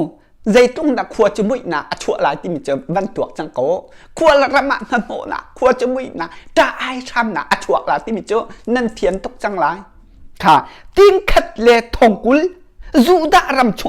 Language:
Hakha Chin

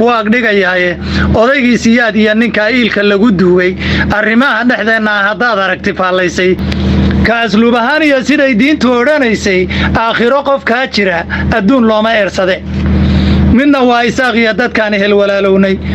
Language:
Somali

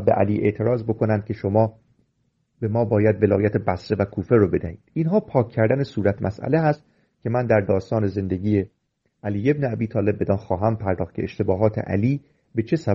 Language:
Persian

